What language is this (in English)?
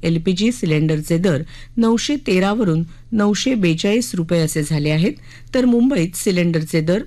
Marathi